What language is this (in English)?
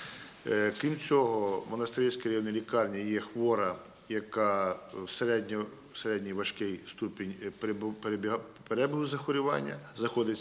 Ukrainian